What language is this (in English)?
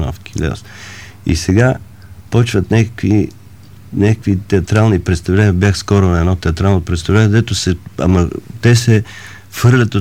Bulgarian